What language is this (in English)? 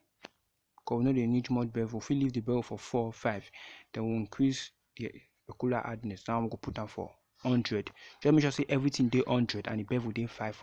Nigerian Pidgin